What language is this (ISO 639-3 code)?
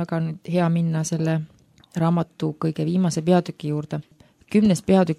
est